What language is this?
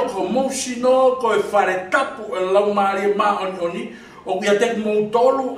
Tongan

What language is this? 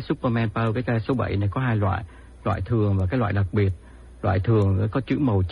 Vietnamese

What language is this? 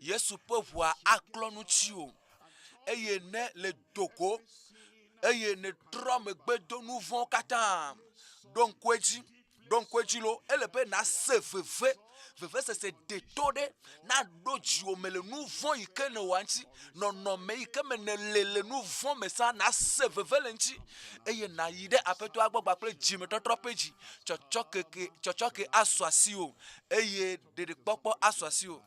Ewe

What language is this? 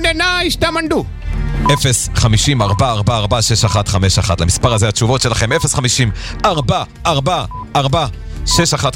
Hebrew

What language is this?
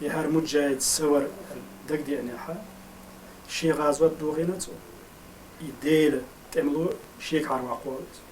Chechen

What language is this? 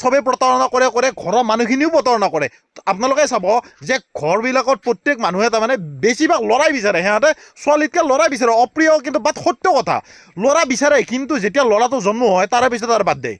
Assamese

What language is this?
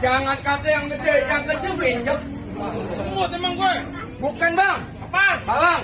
Betawi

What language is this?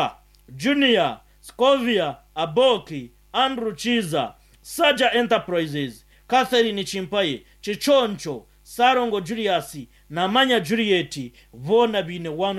Nyankole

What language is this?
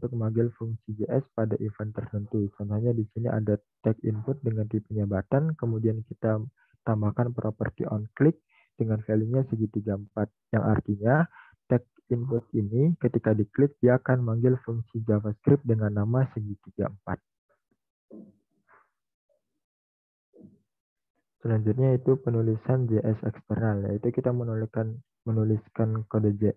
Indonesian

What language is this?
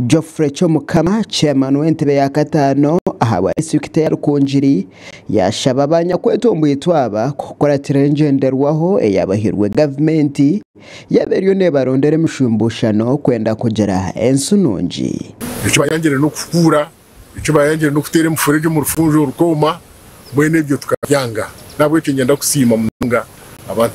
Nyankole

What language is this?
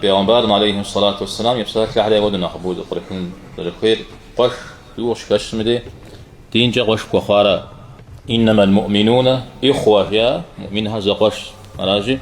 Kabardian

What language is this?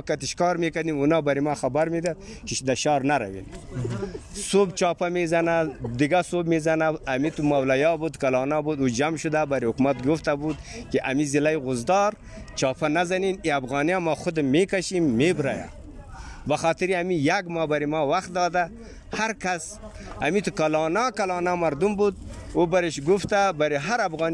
Persian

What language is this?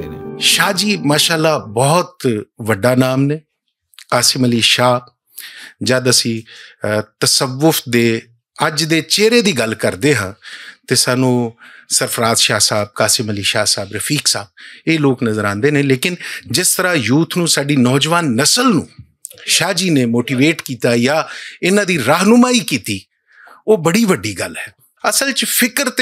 Western Panjabi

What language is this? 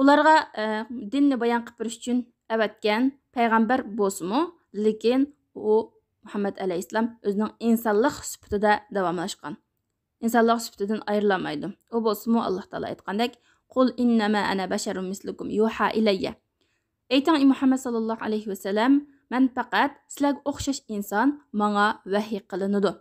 Uyghur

